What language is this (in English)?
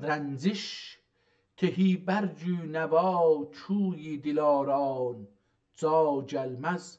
South Azerbaijani